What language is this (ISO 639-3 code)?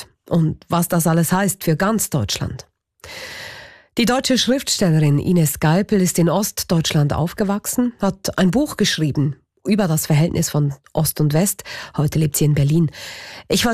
deu